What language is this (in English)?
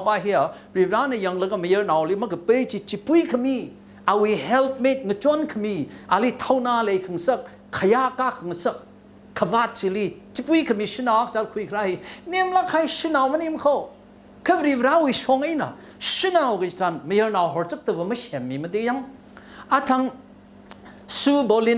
Tangkhul Naga (India)